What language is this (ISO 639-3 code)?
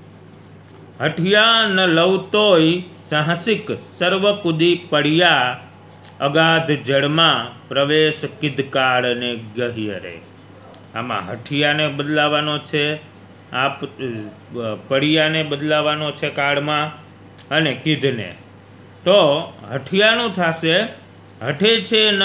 guj